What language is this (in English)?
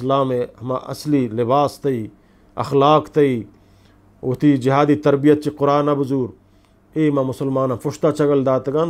Eastern Balochi